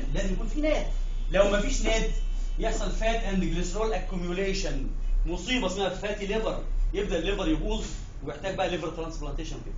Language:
Egyptian Arabic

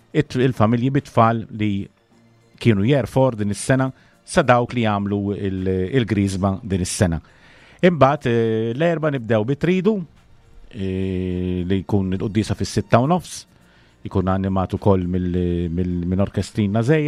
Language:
Maltese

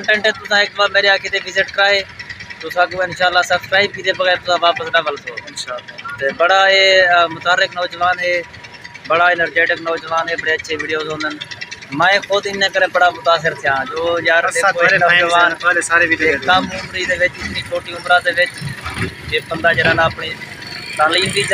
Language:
Saraiki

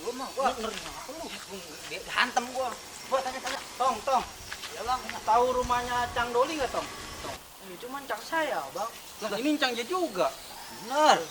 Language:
Betawi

